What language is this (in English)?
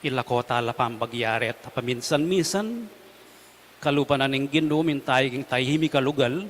Pampanga